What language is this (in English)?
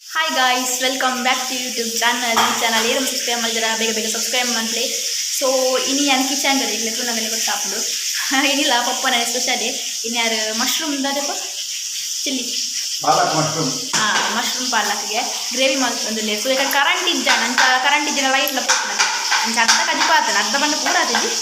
Tulu